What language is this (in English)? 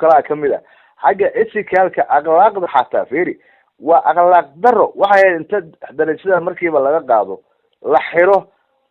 Somali